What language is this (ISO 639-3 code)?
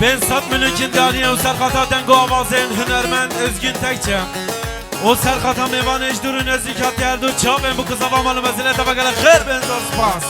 kur